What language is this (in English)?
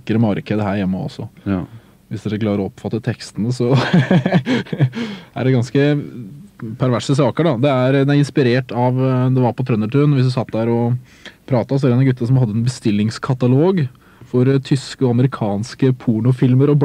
Norwegian